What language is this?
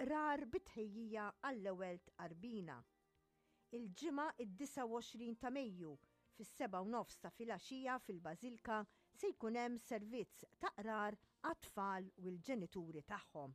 Maltese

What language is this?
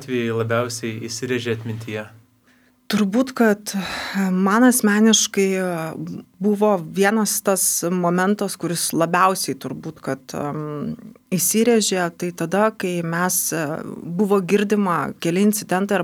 Lithuanian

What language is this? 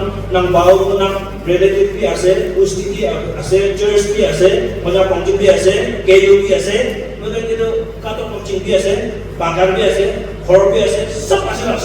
Naga Pidgin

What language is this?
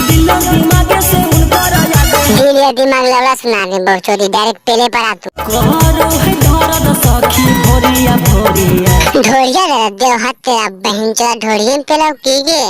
Magahi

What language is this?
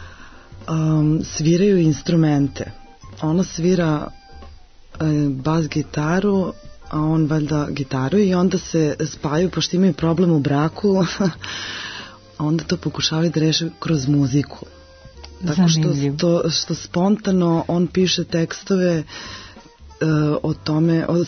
Serbian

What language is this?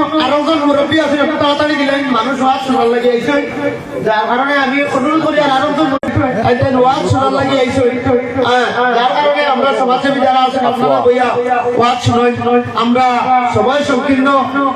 Sylheti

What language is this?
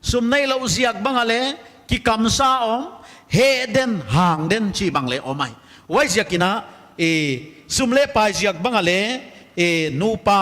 Paite Chin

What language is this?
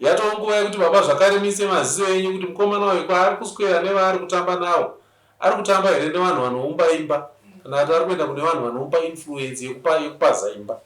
Shona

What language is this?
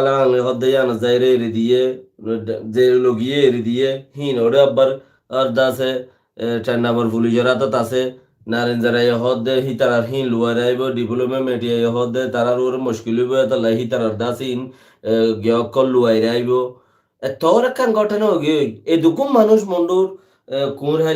Rohingya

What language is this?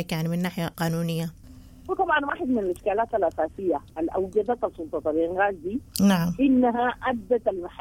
Sudanese Arabic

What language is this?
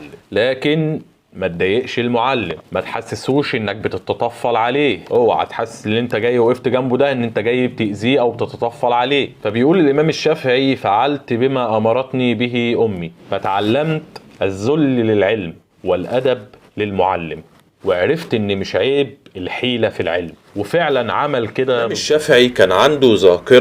Egyptian Arabic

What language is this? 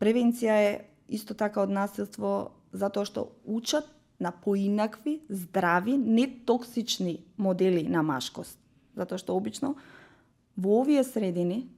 Macedonian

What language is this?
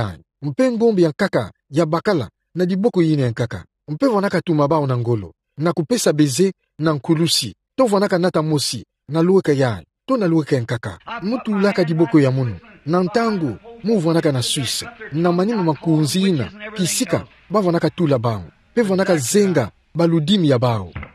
Kituba (Democratic Republic of Congo)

